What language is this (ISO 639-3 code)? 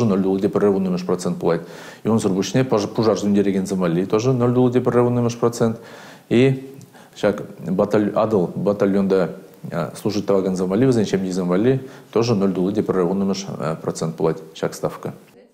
chv